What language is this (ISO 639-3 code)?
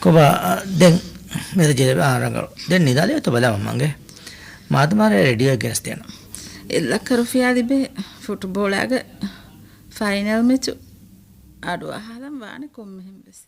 div